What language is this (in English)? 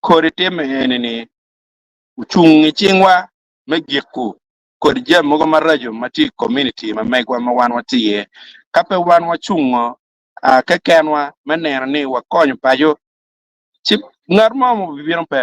Acoli